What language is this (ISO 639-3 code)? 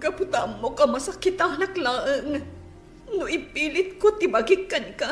ilo